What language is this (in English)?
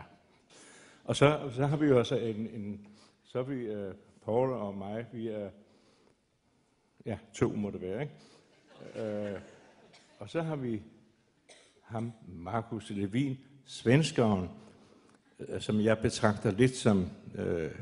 Danish